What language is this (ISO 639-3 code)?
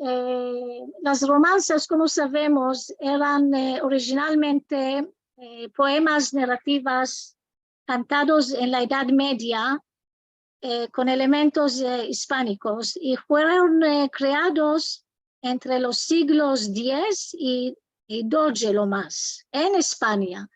lad